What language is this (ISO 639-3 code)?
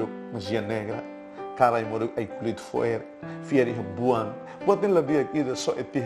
tet